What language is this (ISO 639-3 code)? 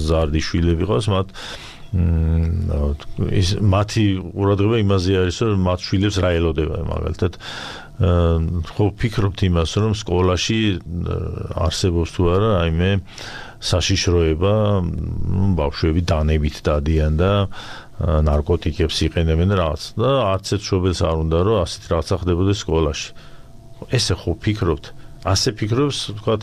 kat